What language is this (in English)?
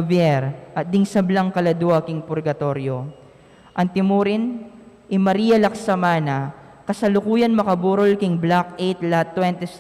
Pampanga